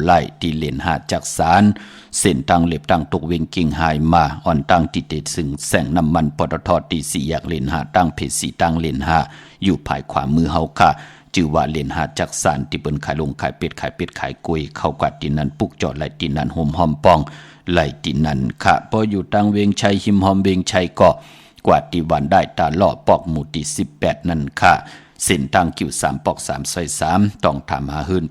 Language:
Shan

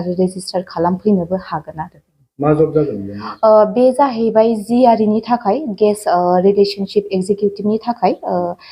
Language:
Bodo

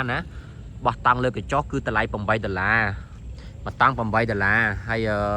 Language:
Khmer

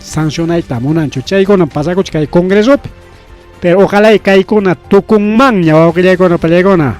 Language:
Ayacucho Quechua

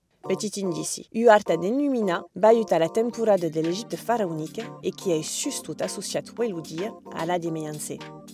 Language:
Occitan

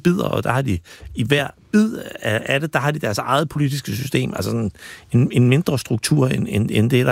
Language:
Danish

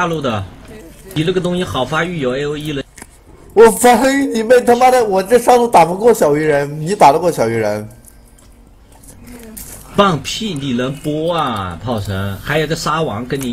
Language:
Chinese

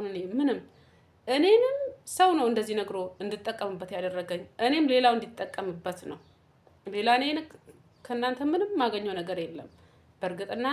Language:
Amharic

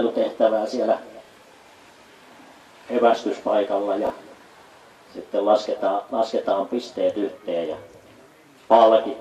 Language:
Finnish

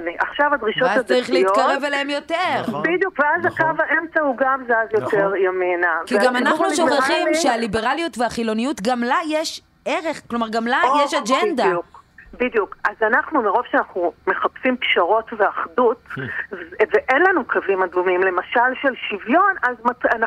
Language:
Hebrew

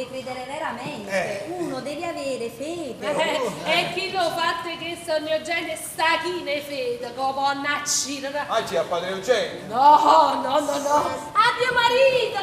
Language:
Neapolitan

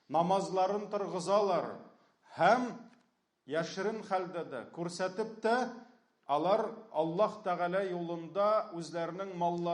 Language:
Tatar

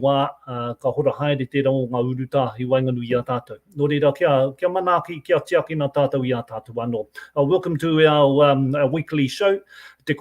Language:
Māori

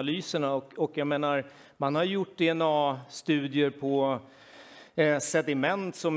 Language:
Swedish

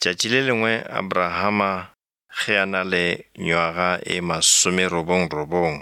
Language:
Northern Sotho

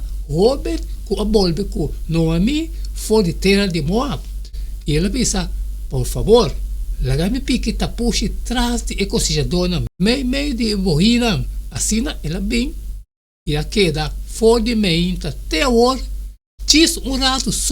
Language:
Papiamento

